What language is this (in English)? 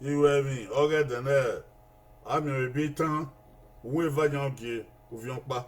Bini